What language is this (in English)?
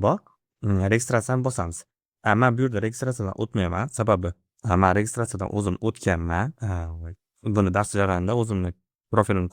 Uzbek